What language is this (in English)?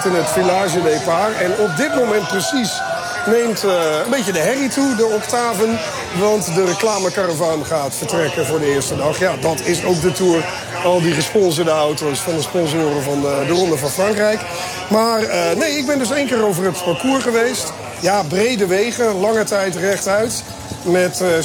Dutch